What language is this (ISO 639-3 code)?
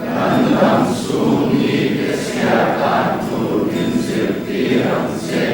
lus